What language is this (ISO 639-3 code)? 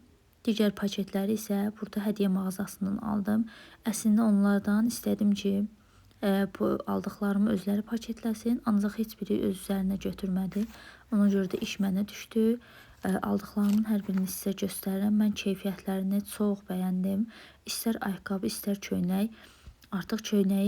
aze